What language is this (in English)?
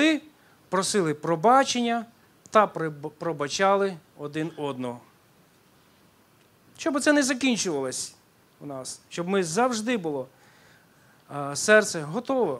Ukrainian